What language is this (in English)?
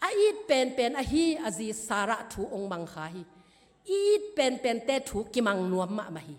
Tedim Chin